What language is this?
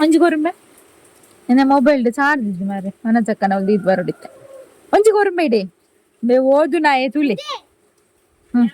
Tulu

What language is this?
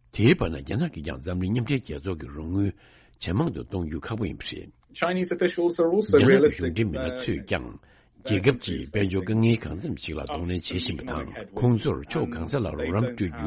Tibetan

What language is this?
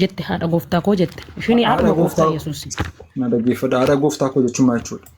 Oromo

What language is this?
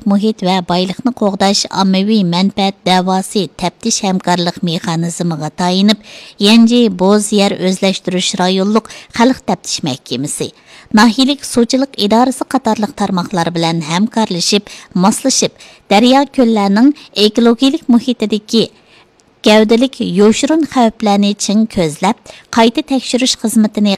Uyghur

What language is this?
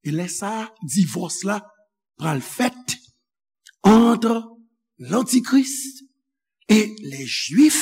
Haitian Creole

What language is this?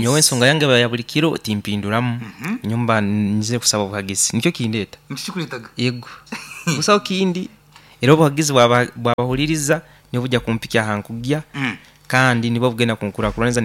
Nyankole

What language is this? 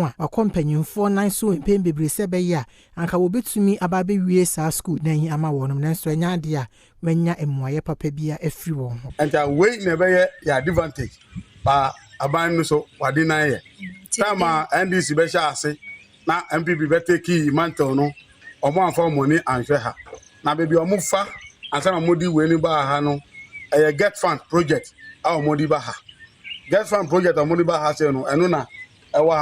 Akan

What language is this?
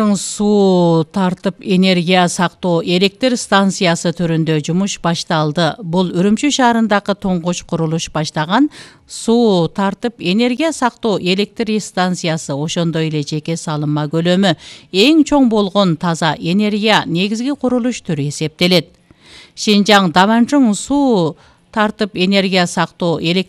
Kyrgyz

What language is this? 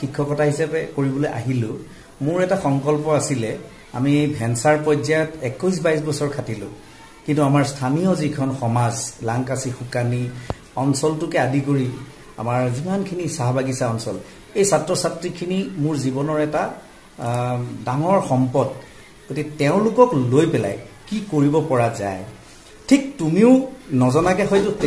Assamese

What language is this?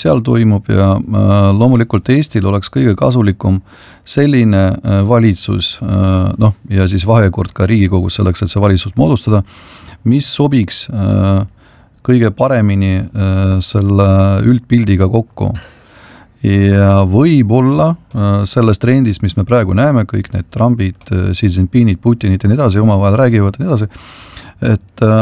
Estonian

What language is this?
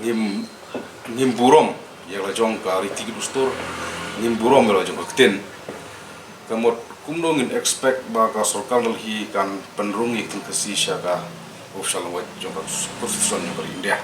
Khasi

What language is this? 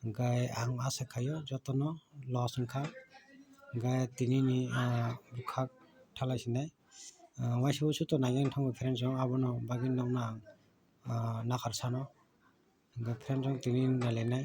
Kok Borok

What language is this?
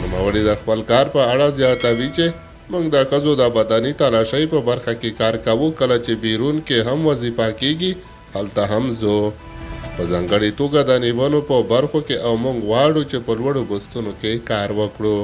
Pashto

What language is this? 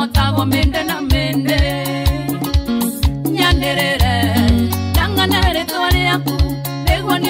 Kikuyu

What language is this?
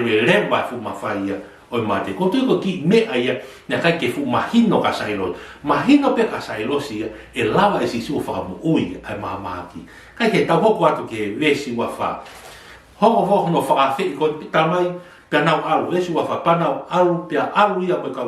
Tongan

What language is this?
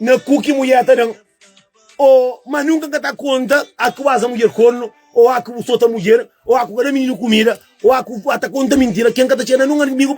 Kabuverdianu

